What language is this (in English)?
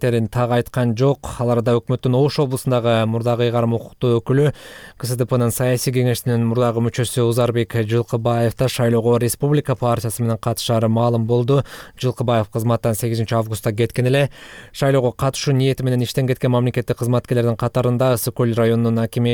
Kyrgyz